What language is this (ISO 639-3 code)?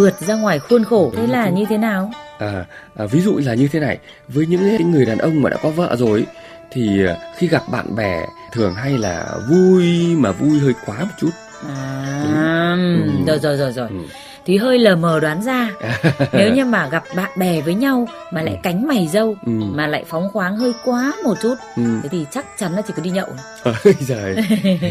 vie